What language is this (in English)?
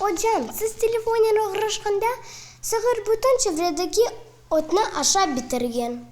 Crimean Tatar